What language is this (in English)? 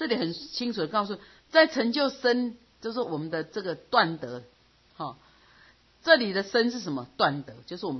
Chinese